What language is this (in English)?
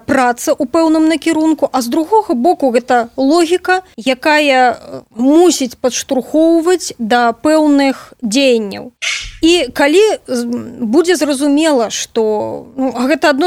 Belarusian